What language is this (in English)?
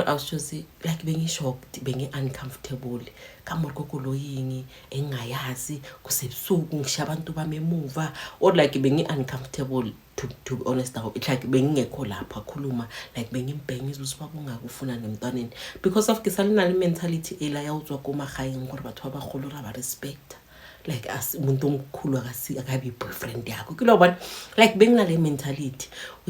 Zulu